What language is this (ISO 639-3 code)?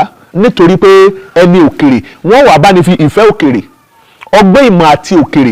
yor